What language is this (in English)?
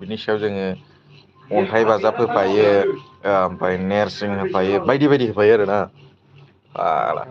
Bodo